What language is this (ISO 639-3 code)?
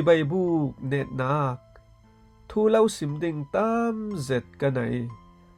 cfm